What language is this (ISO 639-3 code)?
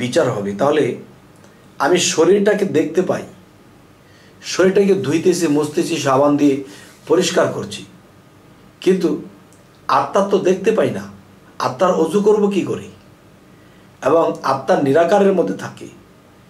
ben